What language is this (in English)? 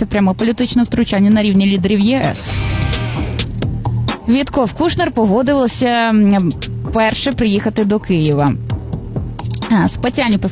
Ukrainian